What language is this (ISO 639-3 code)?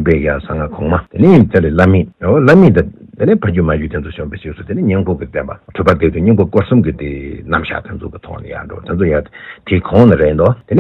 bod